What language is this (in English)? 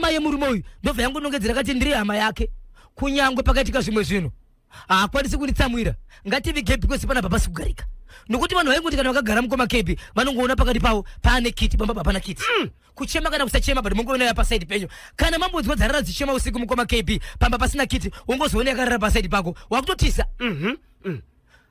Shona